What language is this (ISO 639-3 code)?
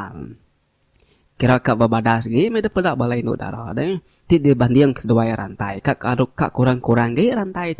iba